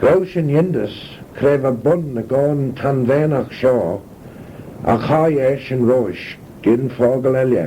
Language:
Manx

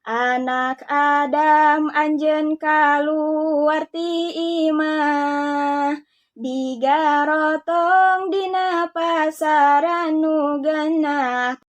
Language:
Sundanese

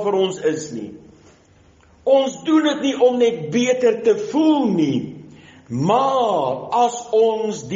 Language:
Afrikaans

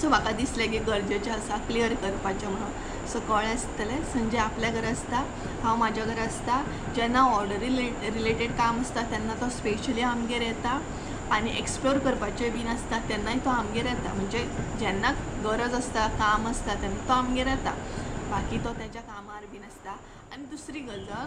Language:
Konkani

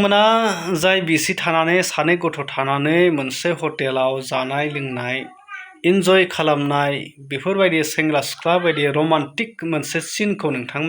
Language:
Bodo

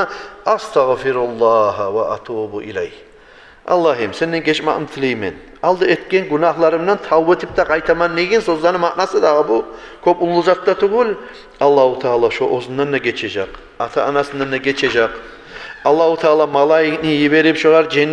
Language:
Kumyk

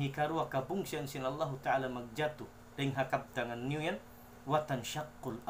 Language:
Tausug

